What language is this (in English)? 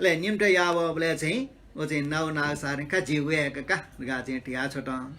Newari